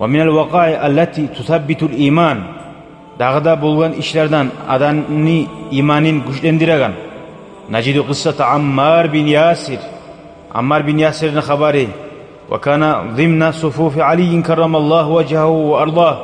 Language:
Kumyk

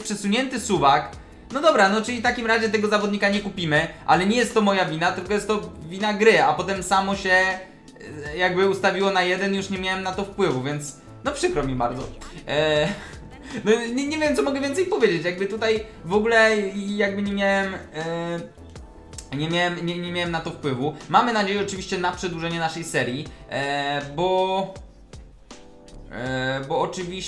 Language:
Polish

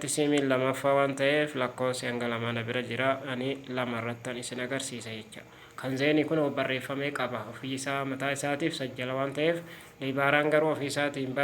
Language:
Oromo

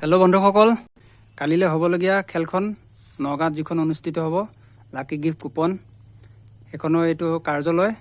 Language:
Assamese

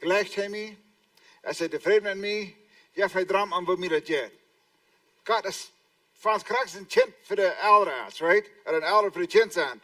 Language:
Plautdietsch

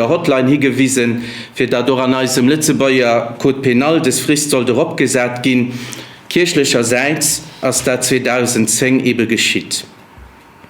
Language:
Luxembourgish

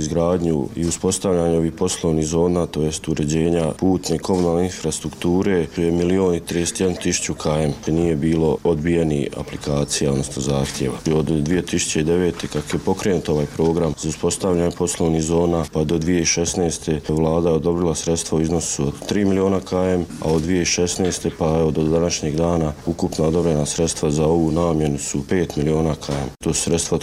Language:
Bosnian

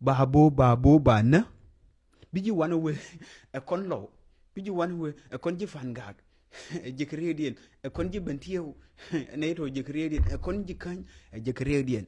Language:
Nuer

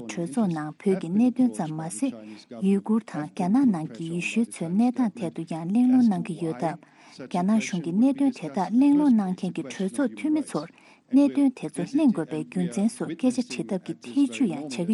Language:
Tibetan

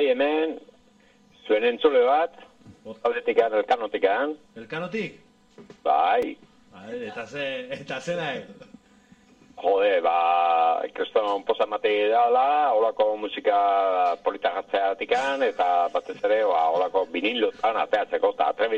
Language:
Basque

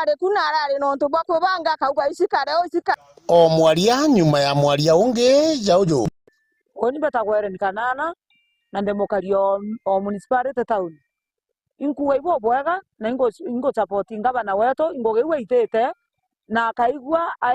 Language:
Meru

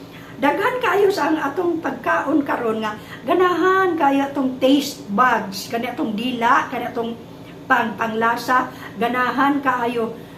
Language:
Cebuano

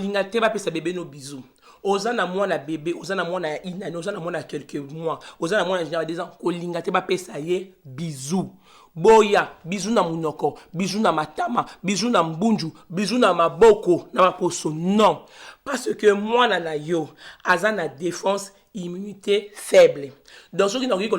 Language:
Lingala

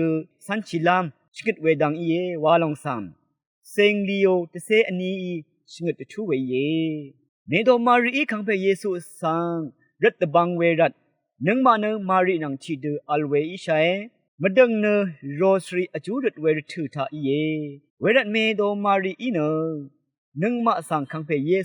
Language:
Rawang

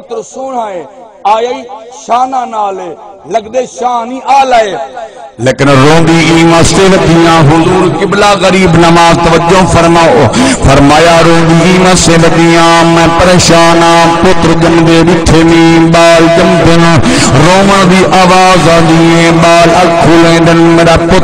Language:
Saraiki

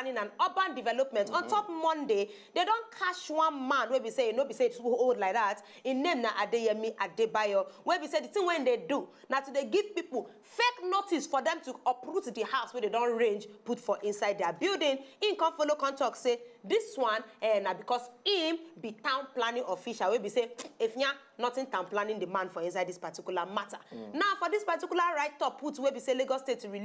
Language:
Nigerian Pidgin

